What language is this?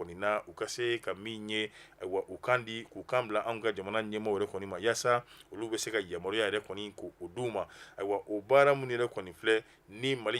Bambara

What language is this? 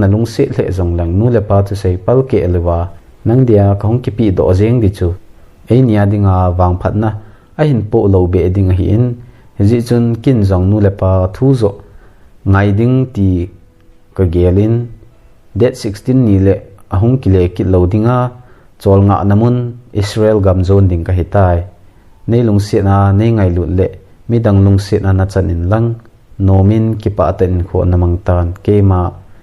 Thado Chin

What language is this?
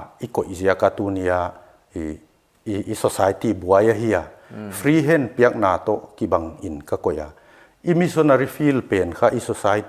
Paite Chin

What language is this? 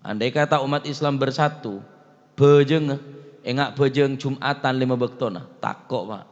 Madurese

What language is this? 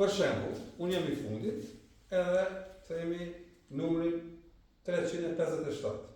Albanian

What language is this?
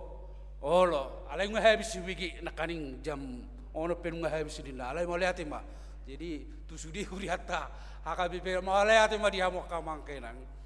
Batak Toba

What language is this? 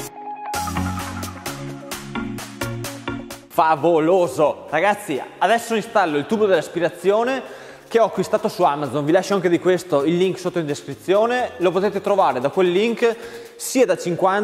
Italian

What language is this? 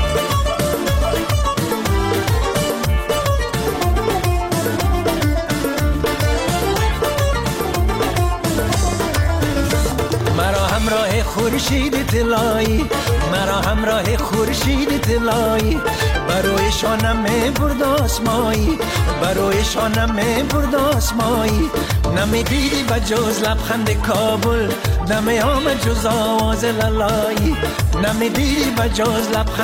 Persian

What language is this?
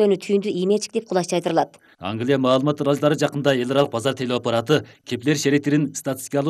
Kyrgyz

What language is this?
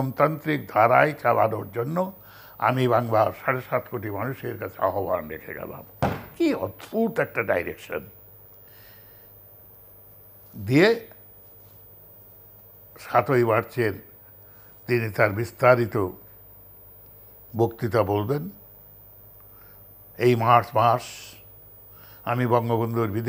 Bangla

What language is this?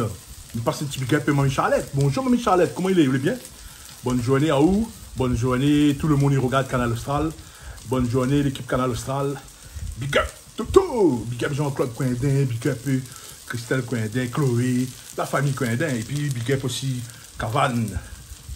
Réunion Creole French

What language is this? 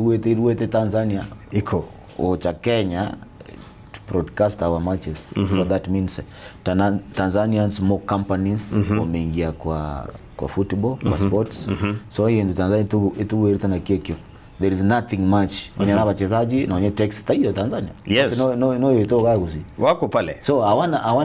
Gusii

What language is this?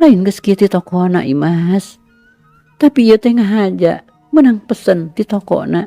Sundanese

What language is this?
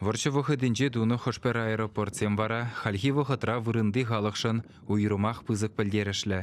Chuvash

